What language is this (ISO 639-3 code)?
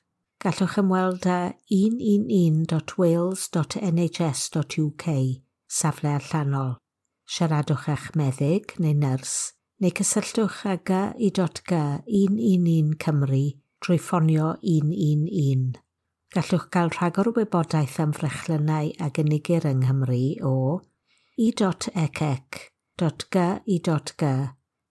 cym